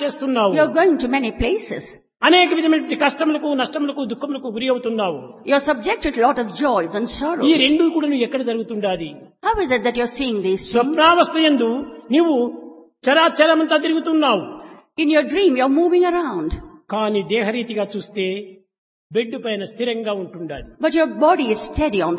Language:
Telugu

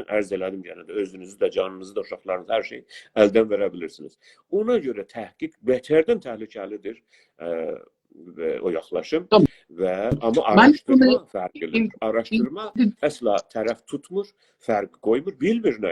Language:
South Azerbaijani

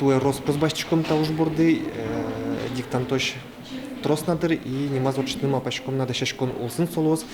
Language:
Udmurt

